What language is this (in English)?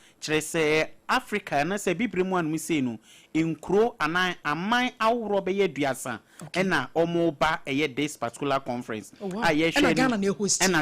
Akan